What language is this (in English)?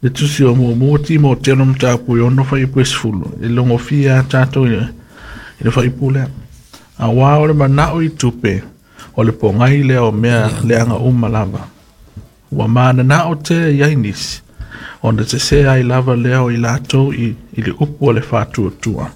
Samoan